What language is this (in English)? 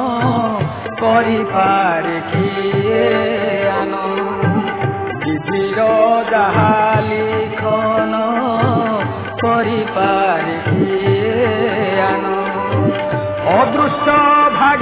Odia